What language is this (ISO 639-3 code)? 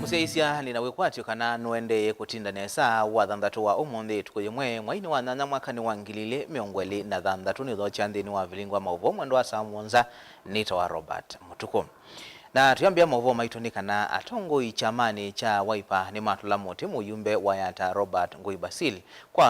kam